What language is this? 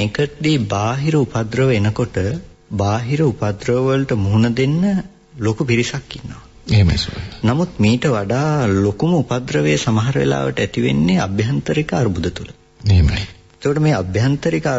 Sinhala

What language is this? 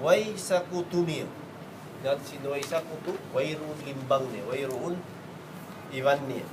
Tausug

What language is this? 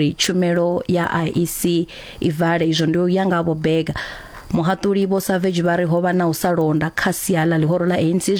Venda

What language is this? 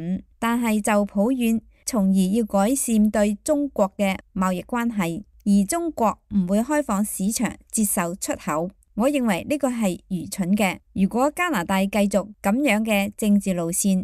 Cantonese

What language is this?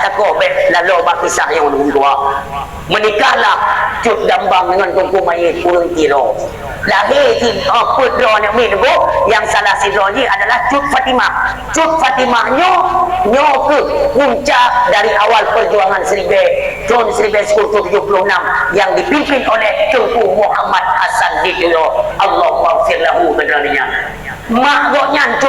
Achinese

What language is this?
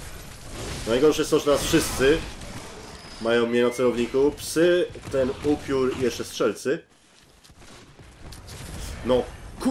Polish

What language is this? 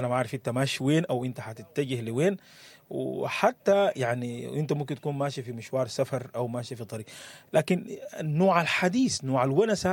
Sudanese Arabic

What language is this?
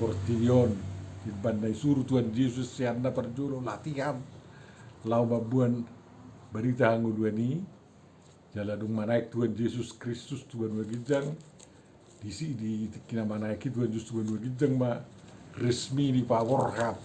Batak Toba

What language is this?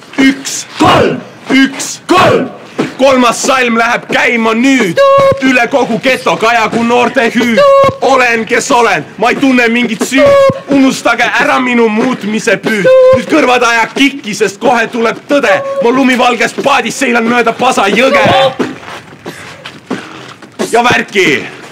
Estonian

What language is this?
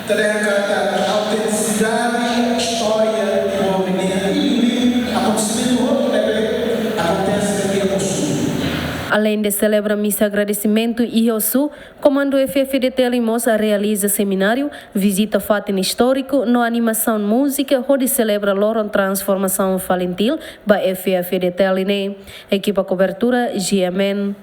Tetum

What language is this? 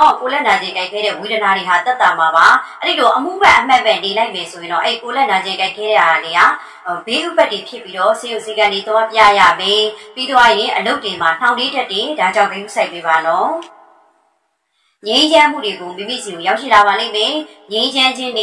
Burmese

